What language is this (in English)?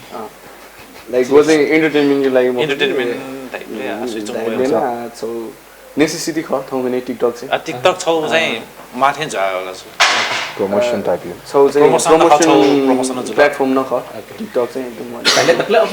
Newari